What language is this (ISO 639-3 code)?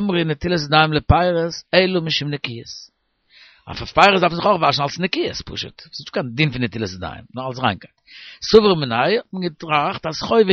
yid